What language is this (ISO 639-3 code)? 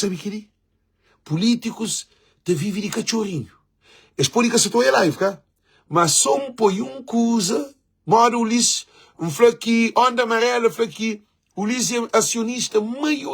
kea